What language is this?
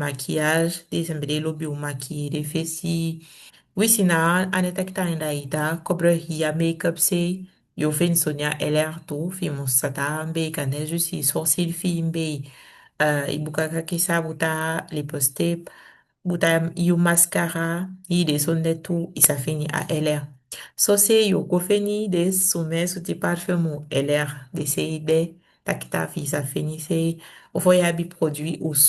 Saramaccan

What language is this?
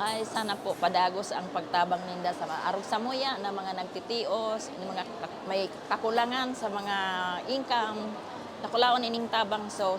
Bikol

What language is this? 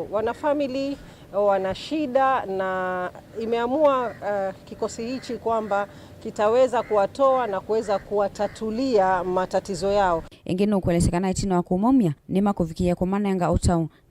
Kamba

